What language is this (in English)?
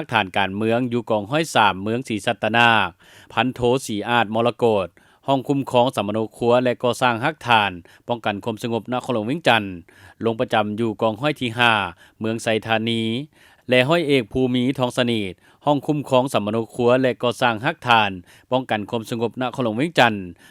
Lao